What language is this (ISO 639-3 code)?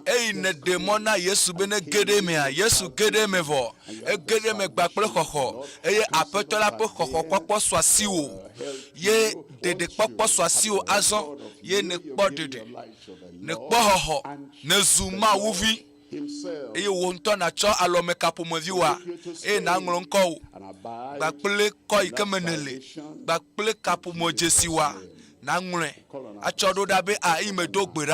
ewe